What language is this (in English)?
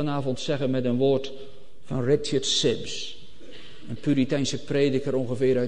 Dutch